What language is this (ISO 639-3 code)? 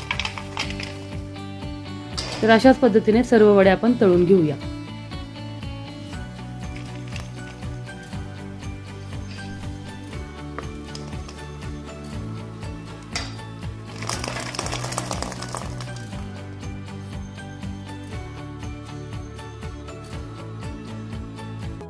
mar